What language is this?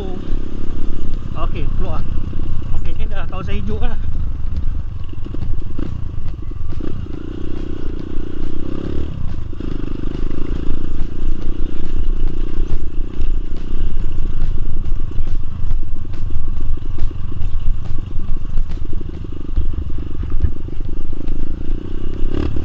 Malay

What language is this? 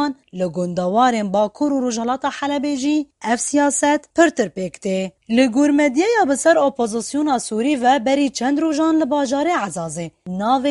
Kurdish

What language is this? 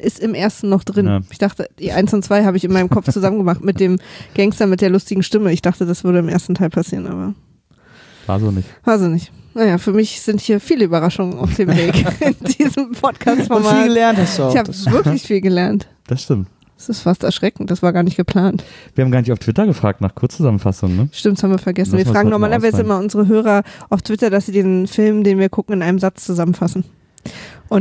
German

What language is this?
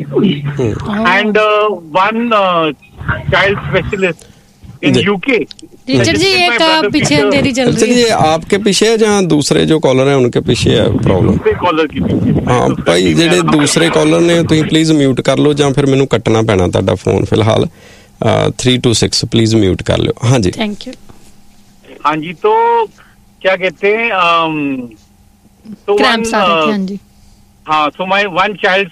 Punjabi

